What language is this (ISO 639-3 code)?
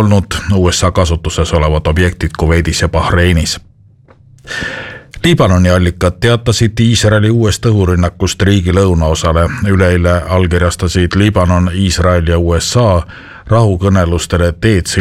est